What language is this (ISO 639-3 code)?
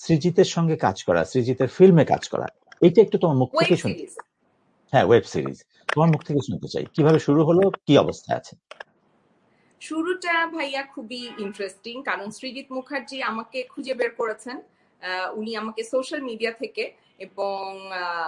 ben